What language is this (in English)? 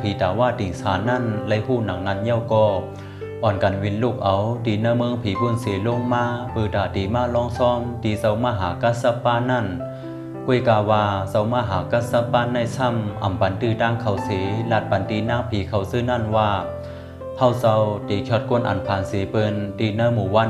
Shan